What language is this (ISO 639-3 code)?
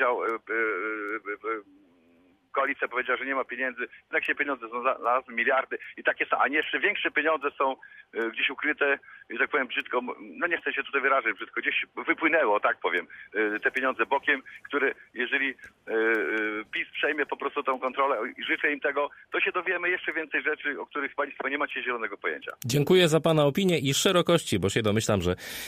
pol